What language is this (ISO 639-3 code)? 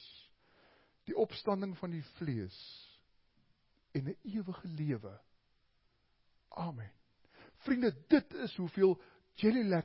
afr